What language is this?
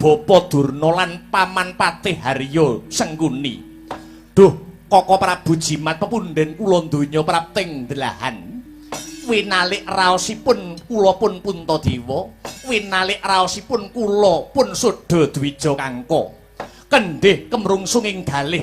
Javanese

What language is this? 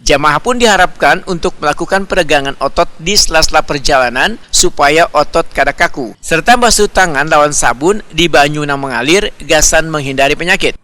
Banjar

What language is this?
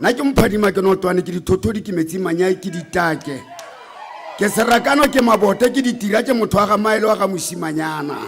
Tswana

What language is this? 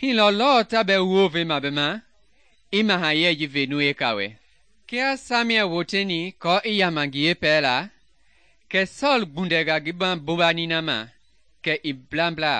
Mende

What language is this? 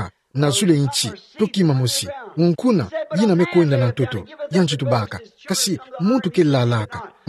Kituba (Democratic Republic of Congo)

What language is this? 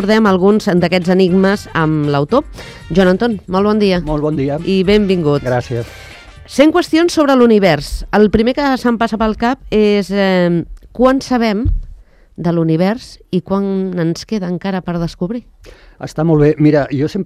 Catalan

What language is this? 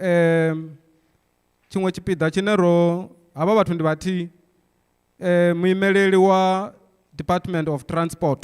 Venda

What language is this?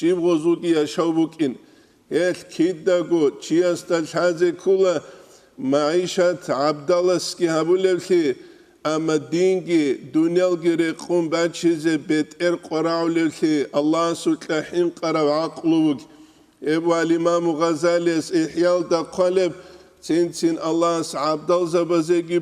Avaric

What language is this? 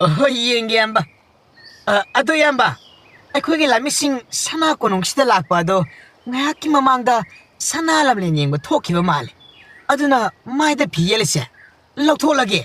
Manipuri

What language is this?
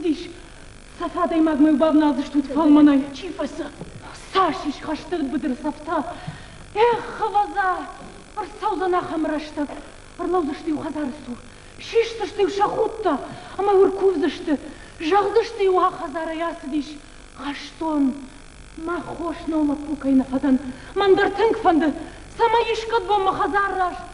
Ossetic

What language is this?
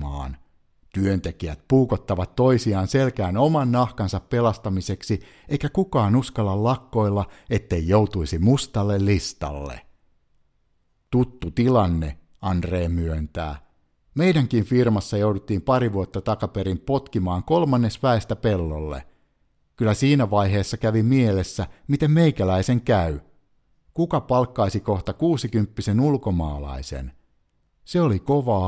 Finnish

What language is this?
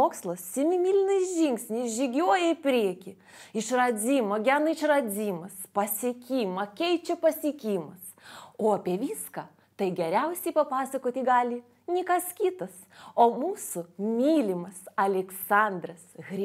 Lithuanian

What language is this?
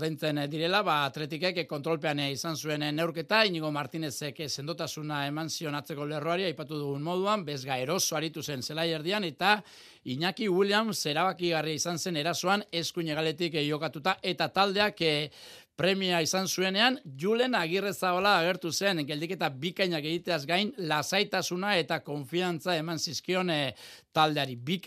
Basque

